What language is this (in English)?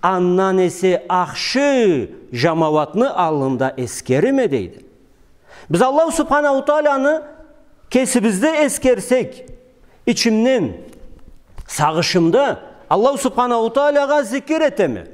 Karachay-Balkar